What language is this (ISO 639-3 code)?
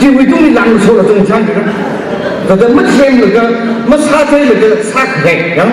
nmf